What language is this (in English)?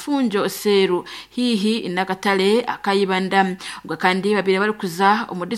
Nyankole